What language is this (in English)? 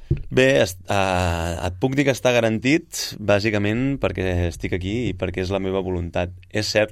Catalan